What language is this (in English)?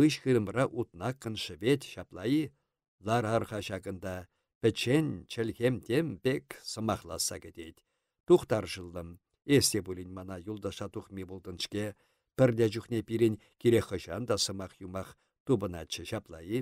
Chuvash